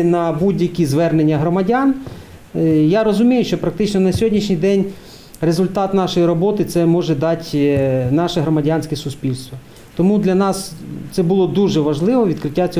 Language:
Ukrainian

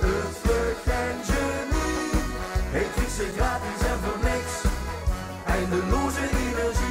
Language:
Limburgish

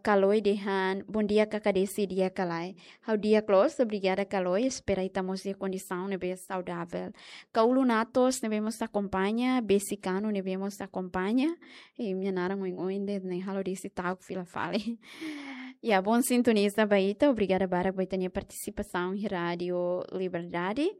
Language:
Tetum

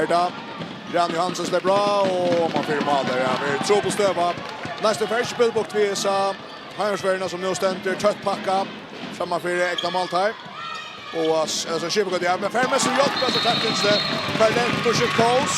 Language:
Faroese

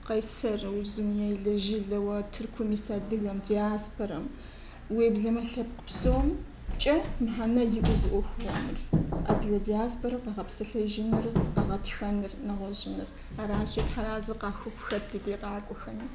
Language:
Kabardian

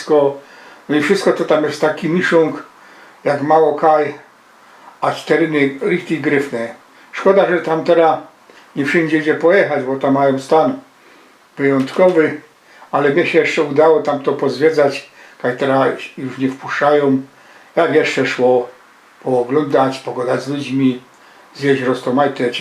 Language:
Silesian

